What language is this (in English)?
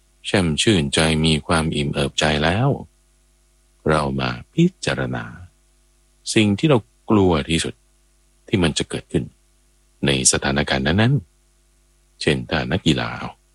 Thai